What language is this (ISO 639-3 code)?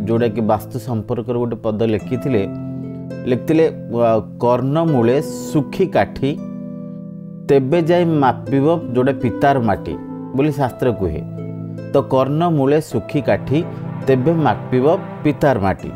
ori